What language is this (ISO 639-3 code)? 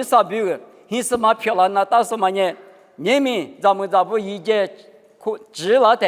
lis